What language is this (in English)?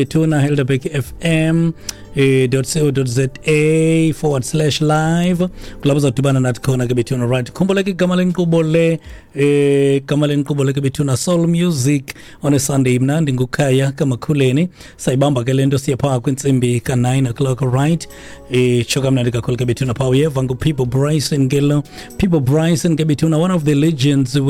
Xhosa